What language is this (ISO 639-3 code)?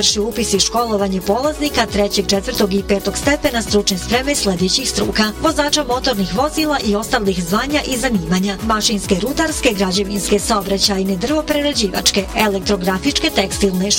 bos